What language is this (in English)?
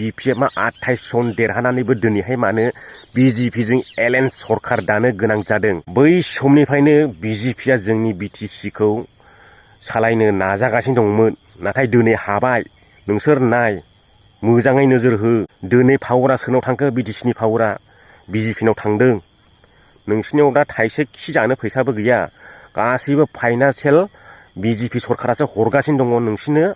Bodo